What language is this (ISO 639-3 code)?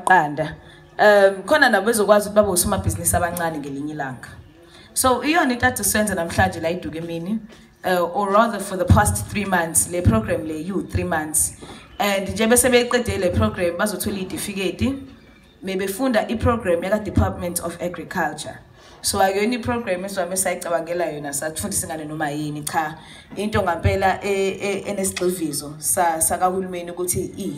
zul